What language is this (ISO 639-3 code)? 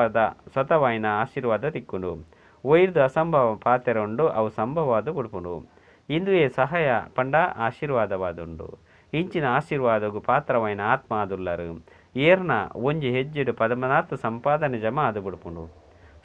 tcy